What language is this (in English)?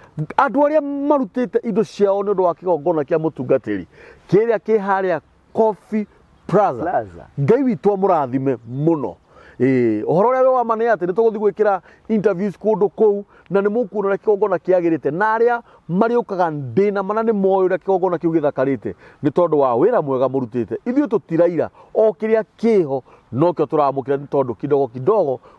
Kikuyu